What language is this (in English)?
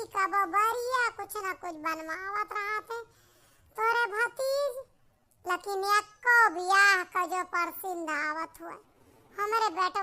Awadhi